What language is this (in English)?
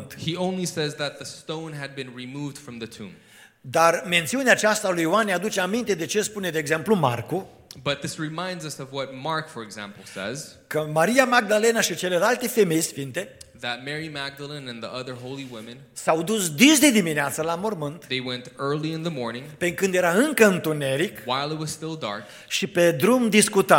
Romanian